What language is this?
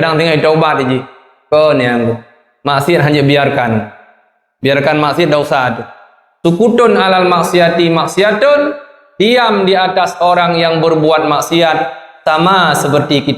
Achinese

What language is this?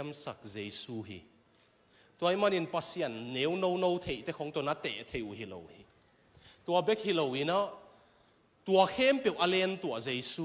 Tedim Chin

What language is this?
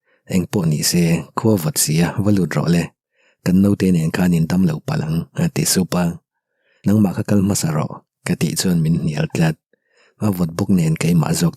Mizo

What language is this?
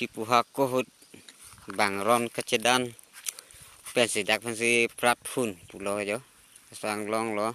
Karbi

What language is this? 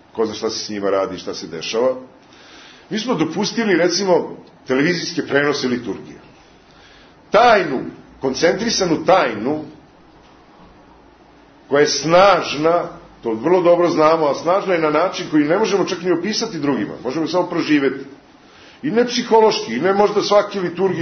Serbian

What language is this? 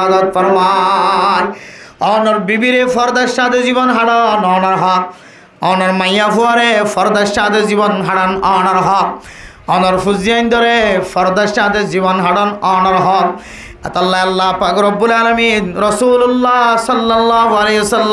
Rohingya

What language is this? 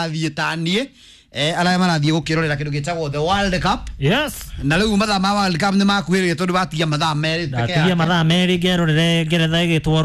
Kikuyu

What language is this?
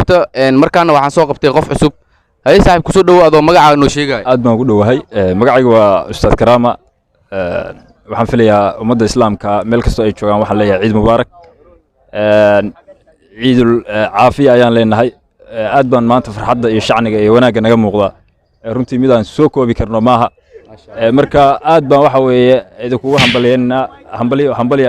Somali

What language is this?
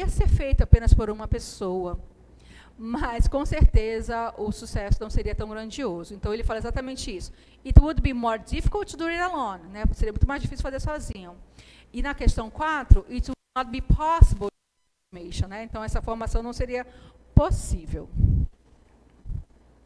Portuguese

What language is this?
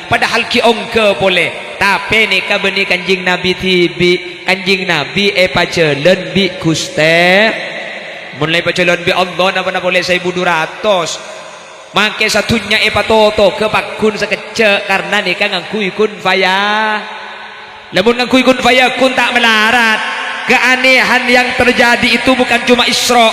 Madurese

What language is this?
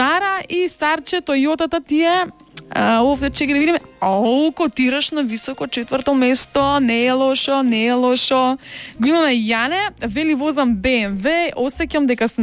Macedonian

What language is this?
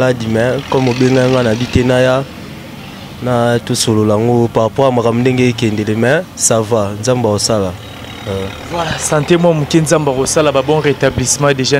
Lingala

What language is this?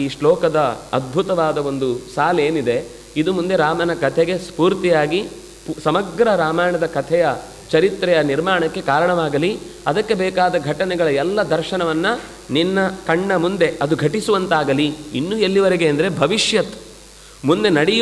Kannada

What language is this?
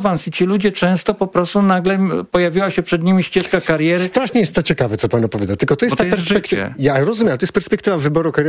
Polish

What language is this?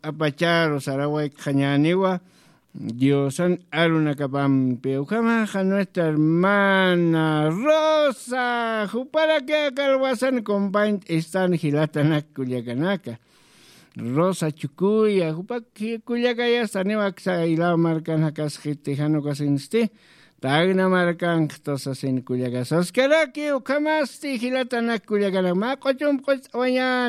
Aymara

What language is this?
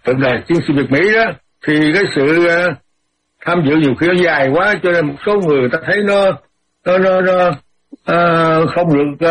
Vietnamese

